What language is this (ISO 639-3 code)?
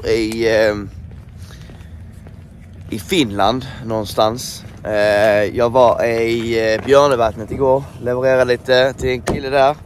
swe